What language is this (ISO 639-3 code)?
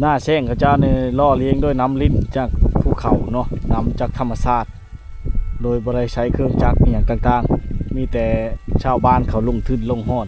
lao